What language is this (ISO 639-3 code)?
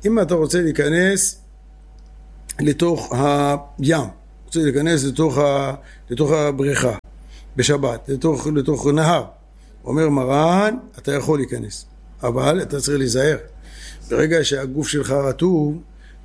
heb